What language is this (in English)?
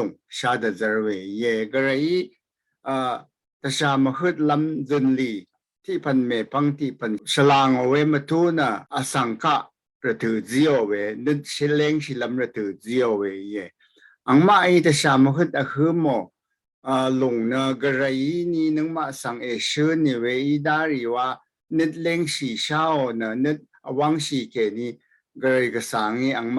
Rawang